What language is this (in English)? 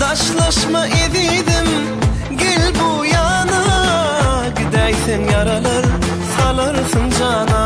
Turkmen